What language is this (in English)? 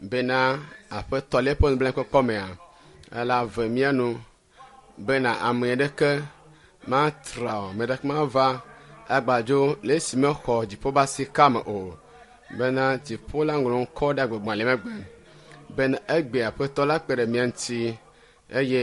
Ewe